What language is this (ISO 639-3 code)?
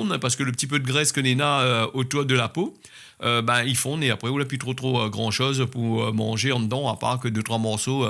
rcf